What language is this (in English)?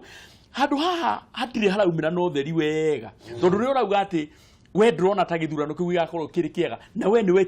Kikuyu